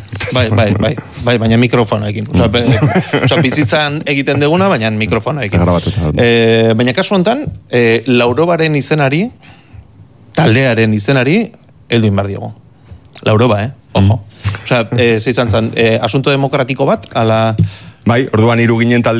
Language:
Basque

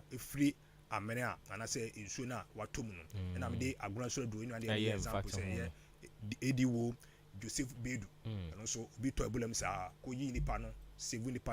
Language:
Akan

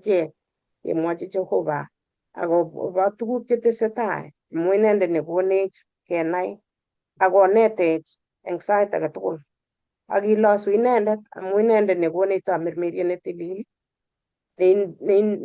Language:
Kalenjin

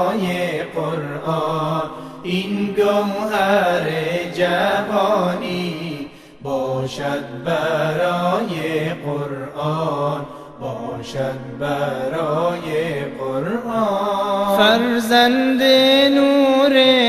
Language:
Persian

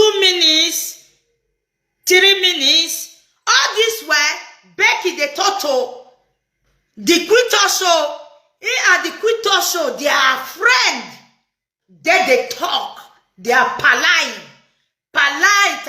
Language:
Nigerian Pidgin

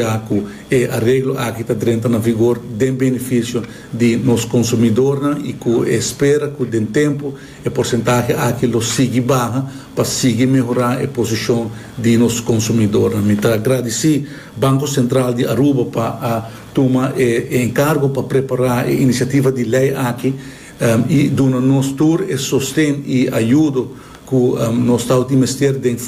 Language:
Papiamento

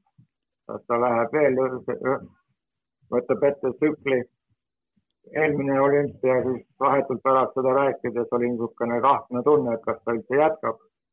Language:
Estonian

